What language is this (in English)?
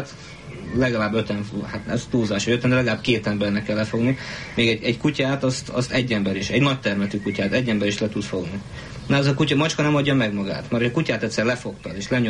Hungarian